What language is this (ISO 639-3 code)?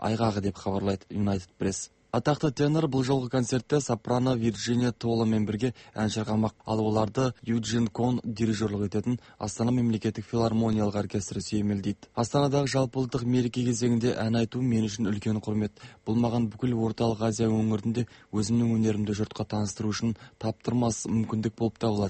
kaz